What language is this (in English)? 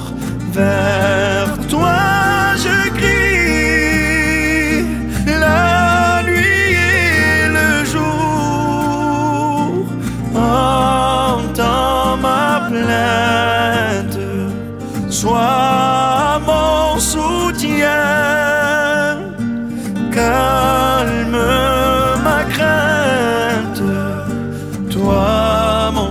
French